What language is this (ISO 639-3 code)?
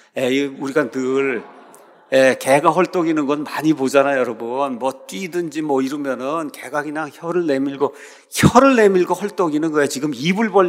kor